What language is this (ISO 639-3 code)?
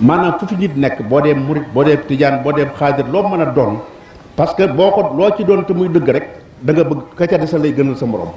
wol